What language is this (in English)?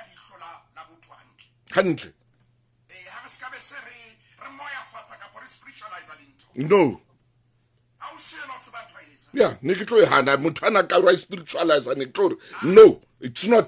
Southern Sotho